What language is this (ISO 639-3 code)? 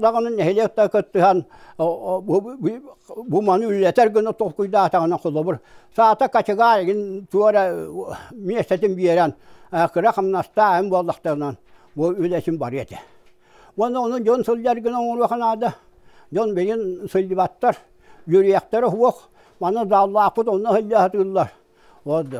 sah